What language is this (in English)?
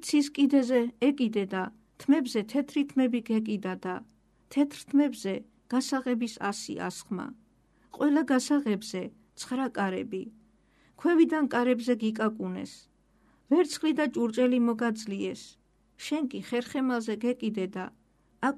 Georgian